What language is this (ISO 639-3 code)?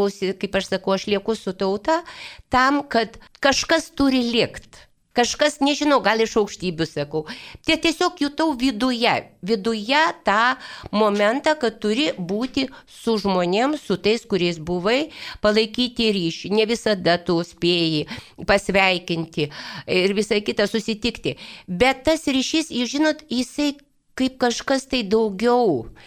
lit